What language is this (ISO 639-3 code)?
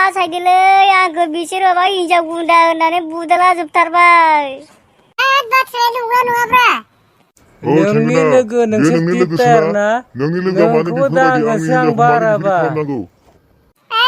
brx